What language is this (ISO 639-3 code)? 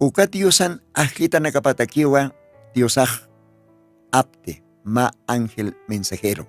aym